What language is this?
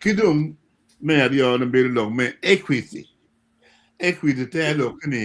Acoli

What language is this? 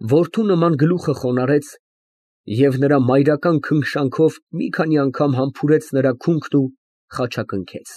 Armenian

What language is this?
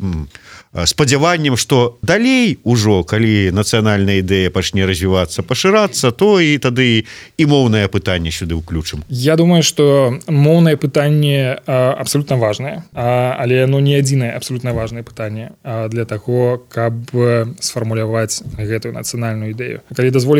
Belarusian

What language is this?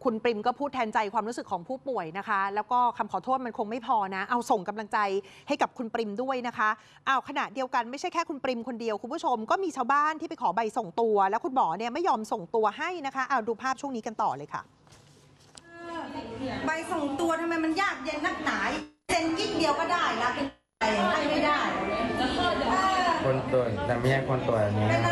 Thai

